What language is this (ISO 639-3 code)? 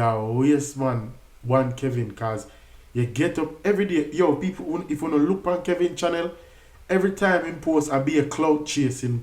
jam